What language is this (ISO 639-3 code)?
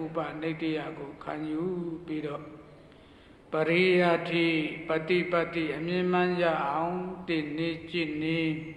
mya